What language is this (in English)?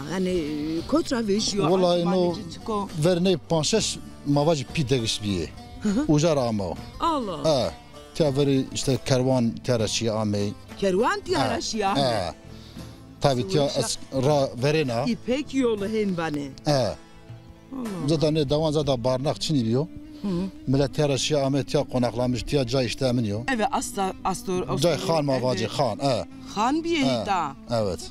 Zaza